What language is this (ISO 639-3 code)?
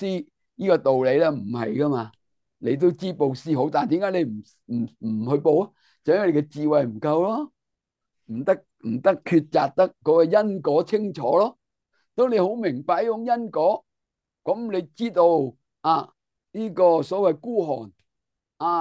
yue